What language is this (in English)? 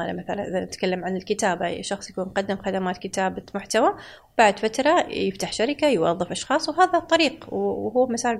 Gulf Arabic